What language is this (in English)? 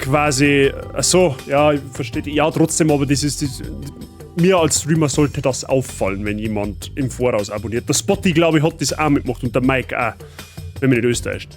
Bavarian